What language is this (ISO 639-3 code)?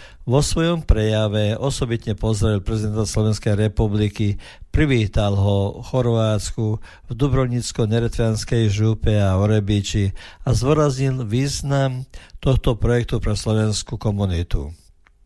slk